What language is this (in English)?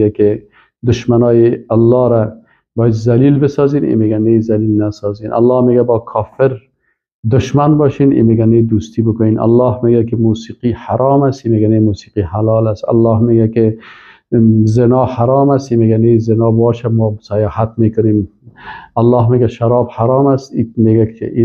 Persian